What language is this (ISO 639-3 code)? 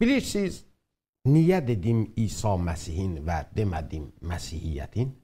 azb